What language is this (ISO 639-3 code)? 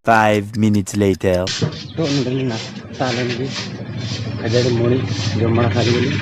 sat